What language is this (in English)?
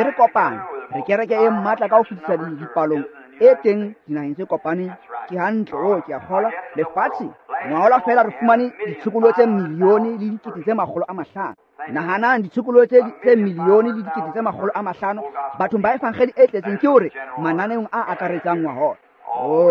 Tswana